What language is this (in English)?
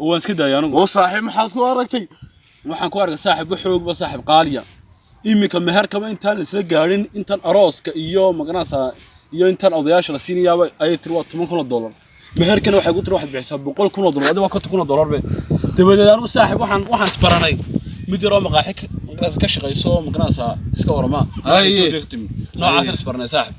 Somali